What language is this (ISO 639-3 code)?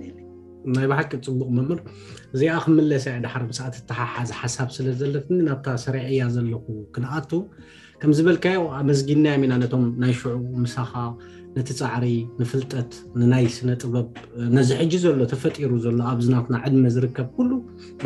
tir